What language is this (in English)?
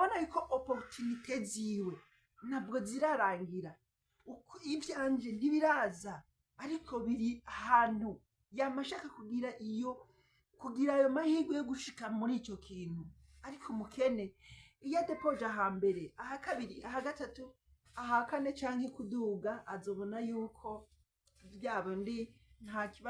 Rundi